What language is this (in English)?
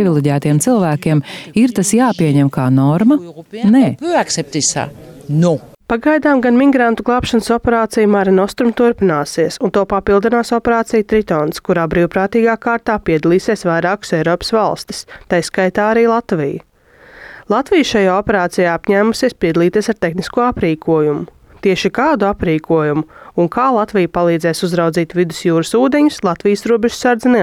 Latvian